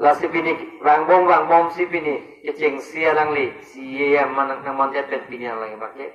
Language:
Karbi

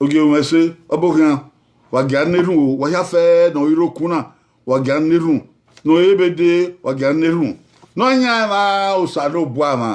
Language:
Bini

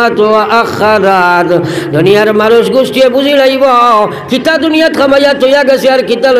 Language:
Sylheti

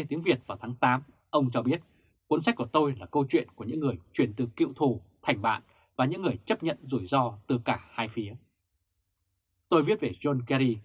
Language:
Vietnamese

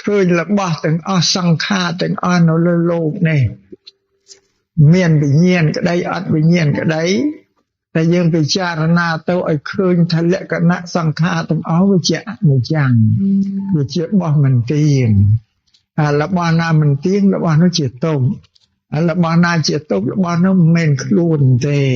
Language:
Khmer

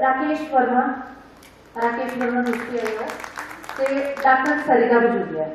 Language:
Dogri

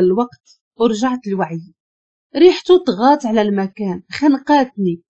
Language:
Moroccan Arabic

